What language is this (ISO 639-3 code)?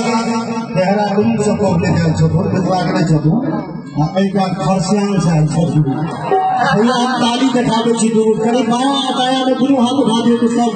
mai